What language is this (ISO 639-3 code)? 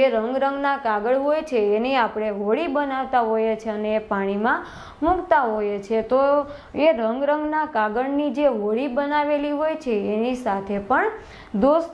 guj